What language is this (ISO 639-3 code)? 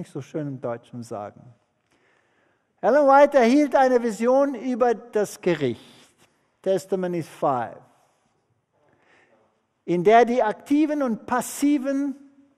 deu